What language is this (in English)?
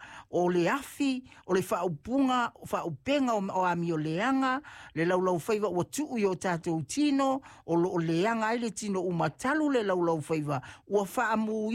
Samoan